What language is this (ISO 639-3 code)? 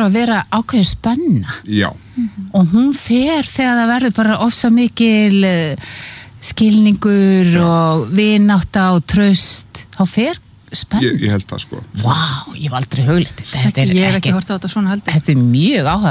isl